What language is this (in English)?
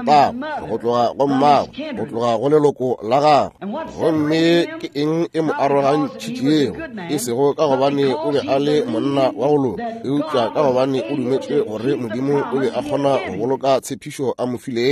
Northern Sotho